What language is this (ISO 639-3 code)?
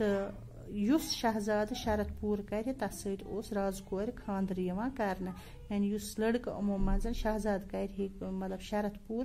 kas